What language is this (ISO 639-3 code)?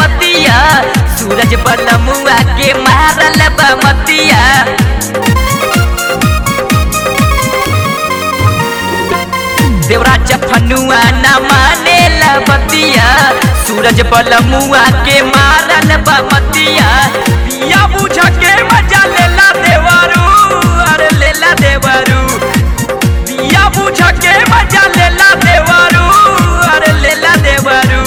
bho